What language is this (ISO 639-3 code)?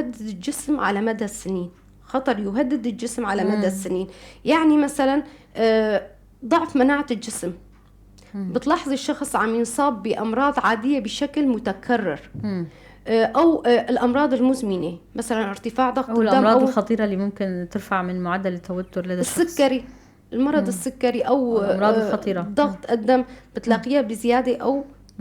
apc